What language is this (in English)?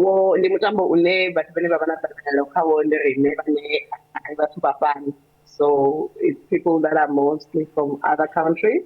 Venda